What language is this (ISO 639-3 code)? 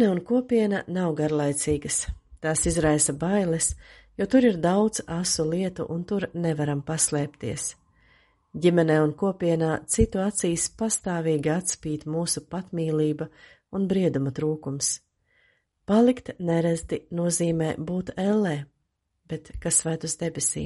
lav